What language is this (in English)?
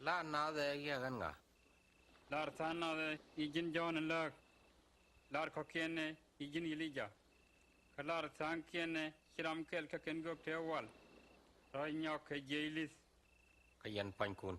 Nuer